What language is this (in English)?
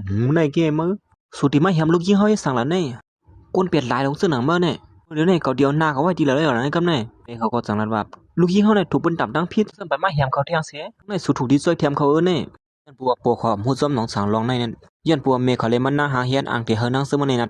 Shan